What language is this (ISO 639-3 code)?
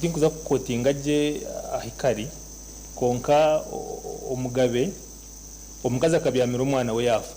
nyn